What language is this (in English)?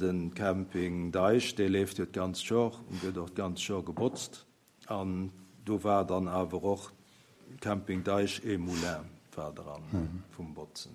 Luxembourgish